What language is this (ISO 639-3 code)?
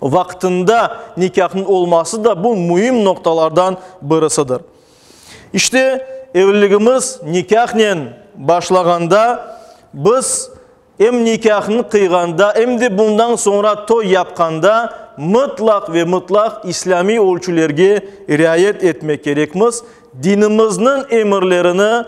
crh